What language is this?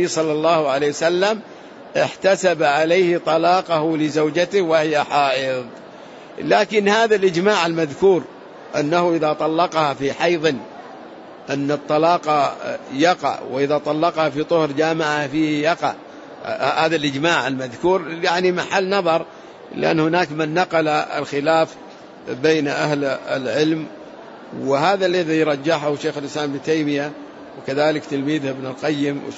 Arabic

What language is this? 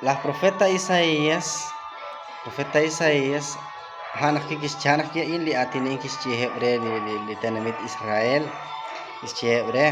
Kekchí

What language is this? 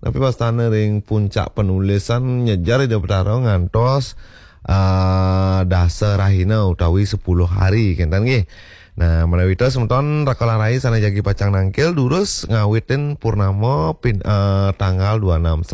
Balinese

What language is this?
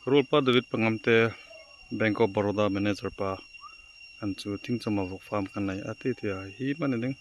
Hmar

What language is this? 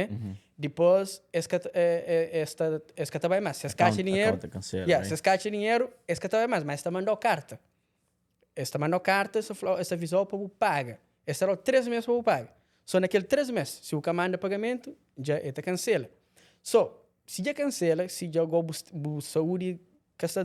Kabuverdianu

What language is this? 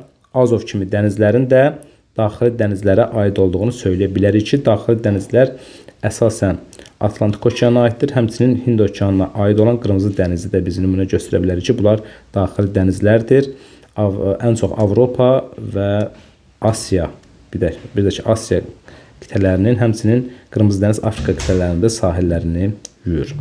Azerbaijani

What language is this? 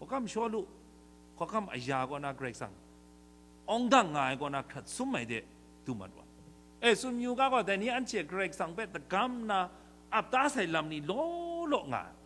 Kachin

